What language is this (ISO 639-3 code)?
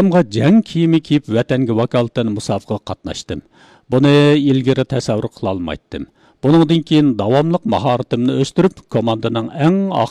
uig